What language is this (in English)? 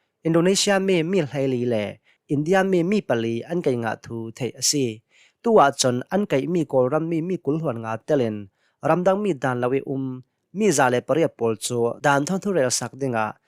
Hakha Chin